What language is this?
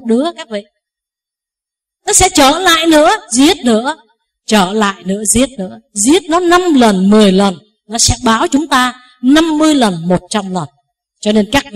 Vietnamese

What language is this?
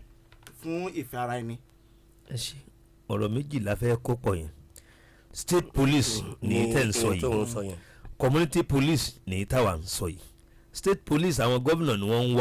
Yoruba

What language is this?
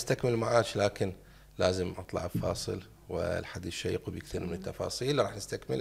Mesopotamian Arabic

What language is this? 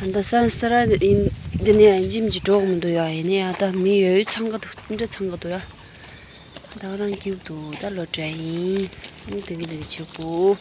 Tibetan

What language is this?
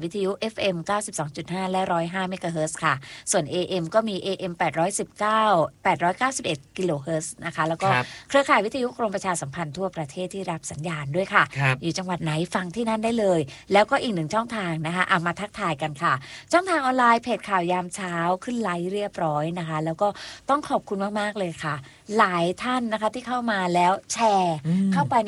Thai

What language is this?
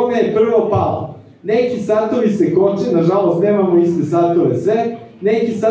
Serbian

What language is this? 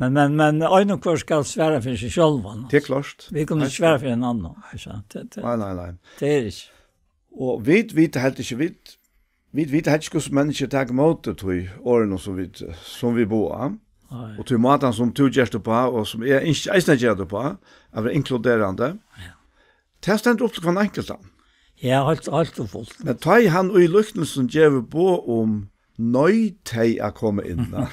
Faroese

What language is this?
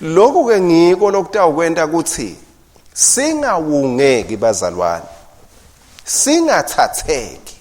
Swati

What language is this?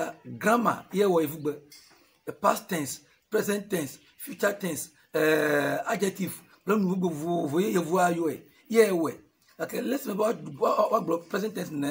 Ewe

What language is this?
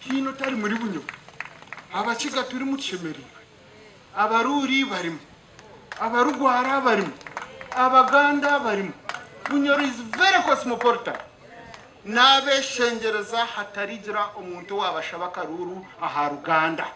Nyankole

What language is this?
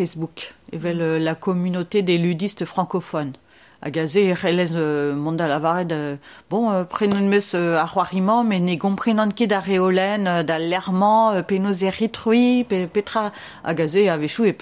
Breton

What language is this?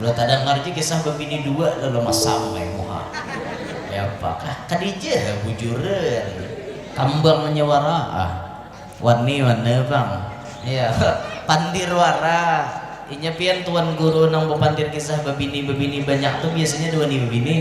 Banjar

